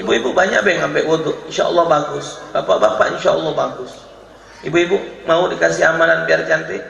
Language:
Musi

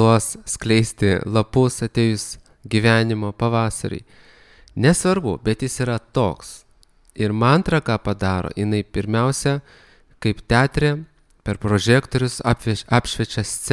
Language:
Lithuanian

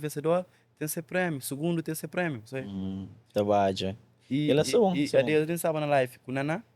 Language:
Kabuverdianu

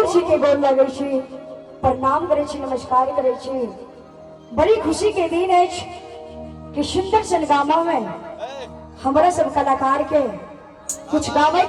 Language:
Maithili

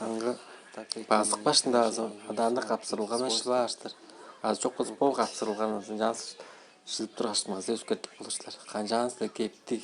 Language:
Tuvinian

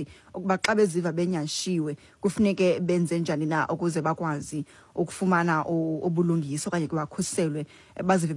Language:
Xhosa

